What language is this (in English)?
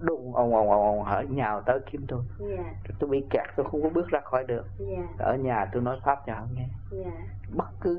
Vietnamese